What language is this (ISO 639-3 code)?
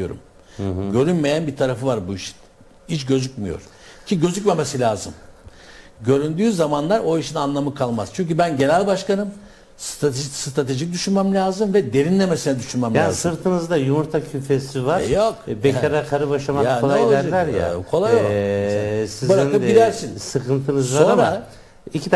tur